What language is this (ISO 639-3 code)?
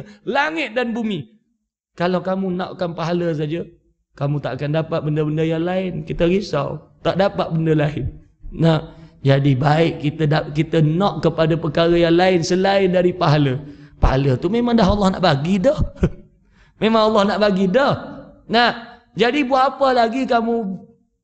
msa